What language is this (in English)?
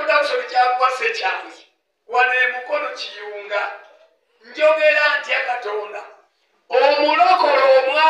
Ganda